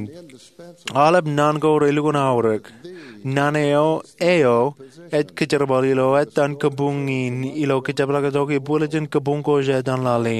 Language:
Marshallese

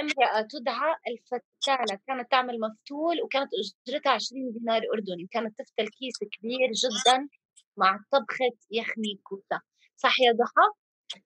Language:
North Levantine Arabic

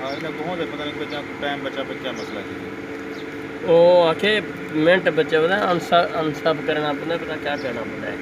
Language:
Saraiki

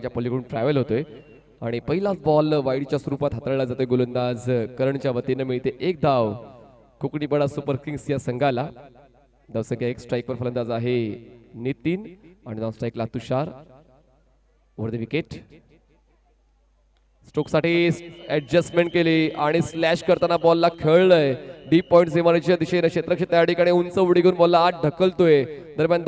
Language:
Marathi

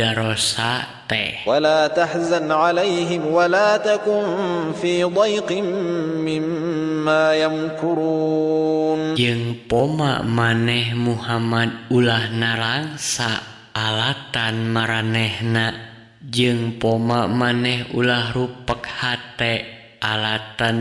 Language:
Sundanese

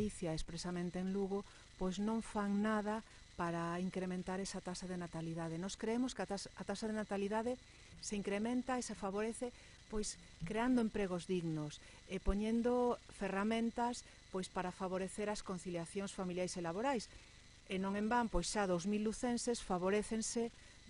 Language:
Galician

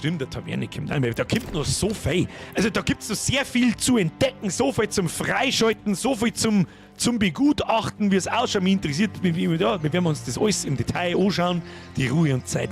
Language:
Bavarian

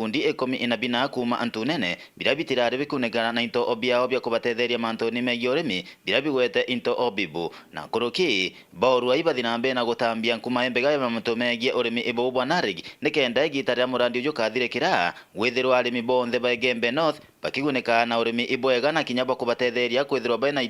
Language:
Meru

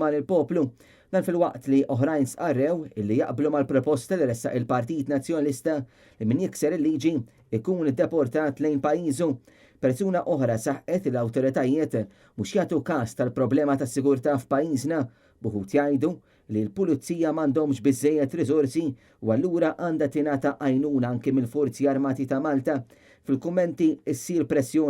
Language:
Maltese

